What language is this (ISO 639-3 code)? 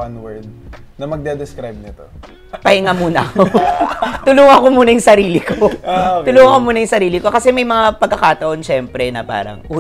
fil